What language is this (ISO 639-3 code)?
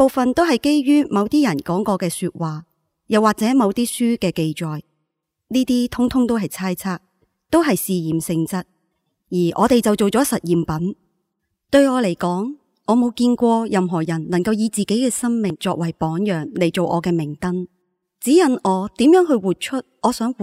yue